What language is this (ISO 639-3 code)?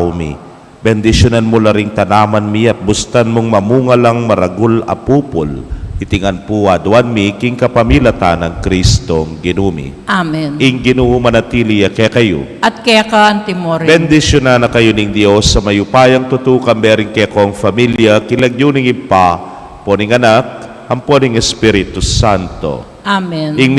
pam